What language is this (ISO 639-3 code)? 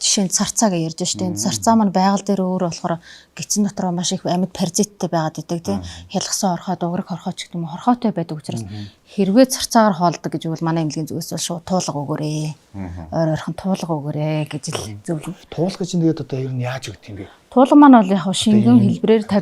mon